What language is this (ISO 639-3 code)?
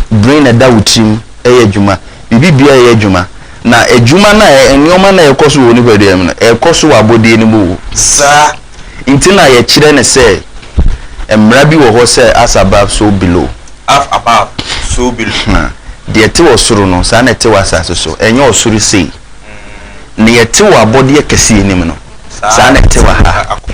aka